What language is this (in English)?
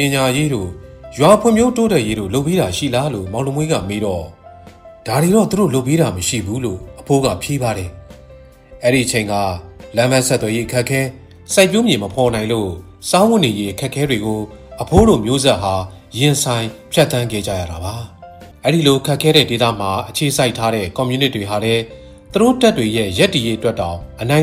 Burmese